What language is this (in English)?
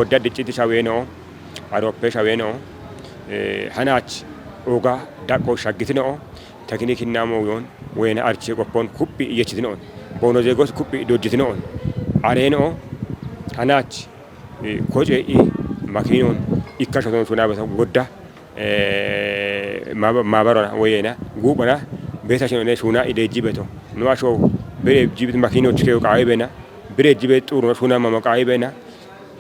Kafa